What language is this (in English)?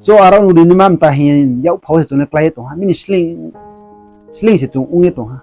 Riang (India)